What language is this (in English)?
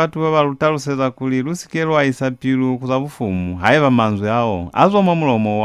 Lozi